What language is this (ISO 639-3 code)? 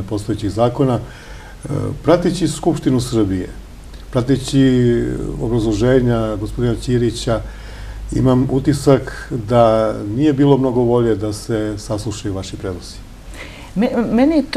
srp